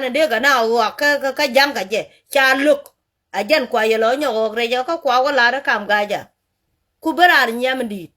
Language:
Nuer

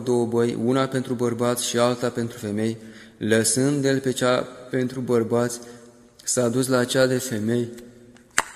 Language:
Romanian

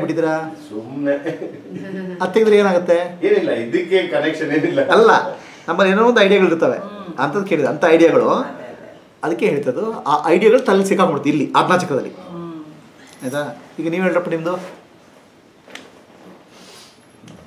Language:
Kannada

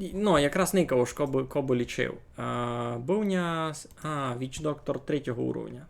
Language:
Rusyn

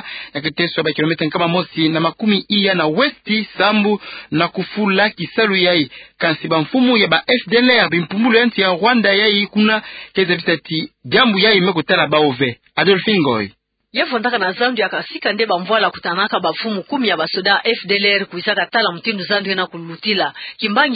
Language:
Kituba (Democratic Republic of Congo)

